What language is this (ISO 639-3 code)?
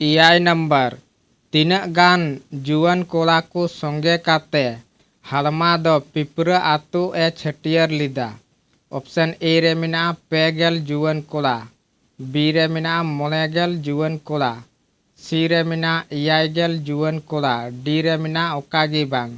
sat